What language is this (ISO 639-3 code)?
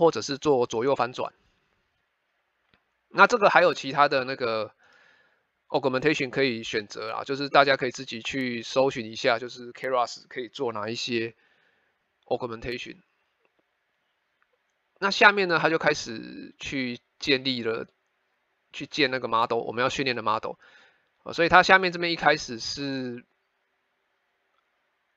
zho